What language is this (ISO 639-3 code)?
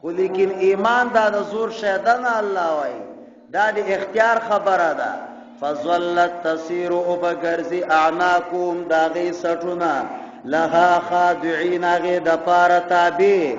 pus